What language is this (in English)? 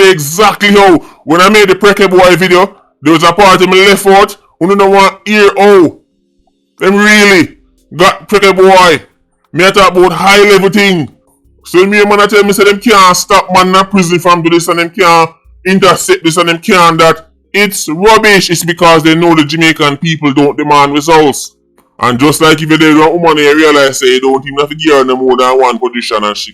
Jamaican Creole English